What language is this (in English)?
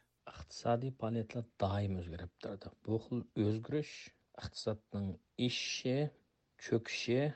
Uyghur